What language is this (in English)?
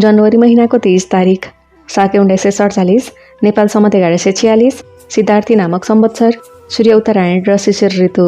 Nepali